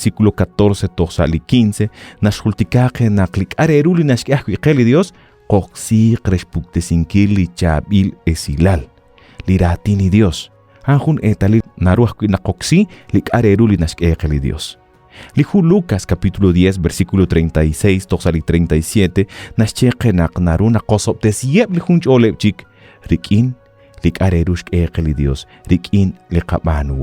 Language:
Kekchí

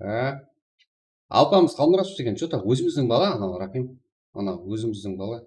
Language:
Kara-Kalpak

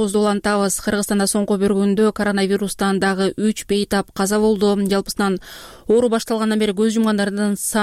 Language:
Kyrgyz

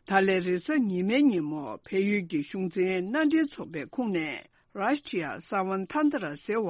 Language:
Tibetan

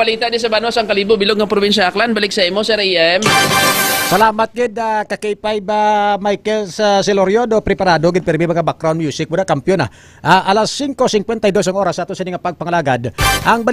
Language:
Hiligaynon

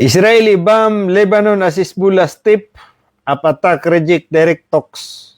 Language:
Maranao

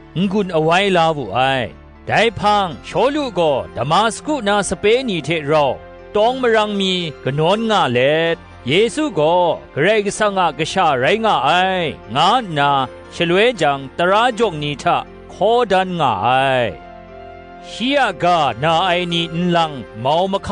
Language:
Kachin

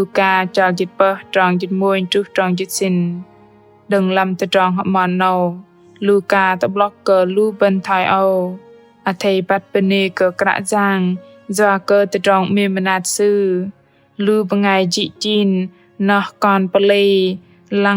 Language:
Bahnar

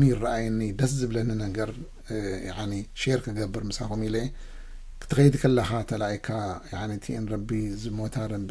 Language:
Tigrinya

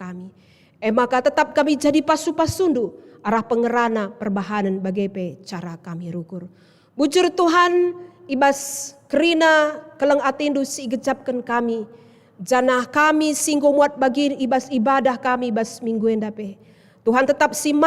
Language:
Batak Karo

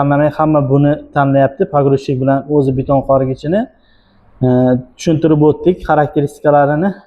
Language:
Uzbek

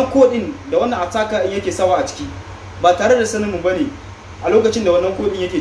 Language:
Hausa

